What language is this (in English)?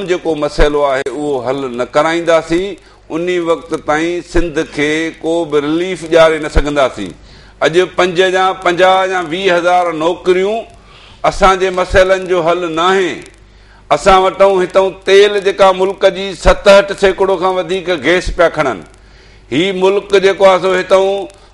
Sindhi